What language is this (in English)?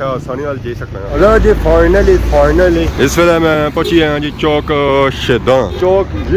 Pahari-Potwari